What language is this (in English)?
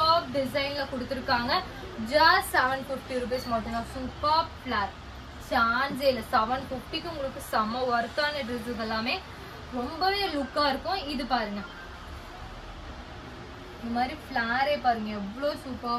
Tamil